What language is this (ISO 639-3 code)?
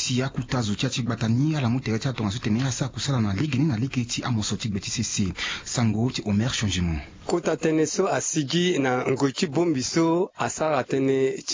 sag